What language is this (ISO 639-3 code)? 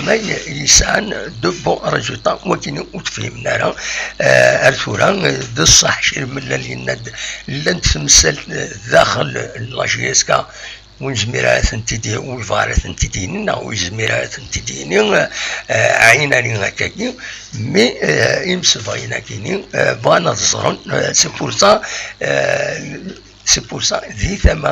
kab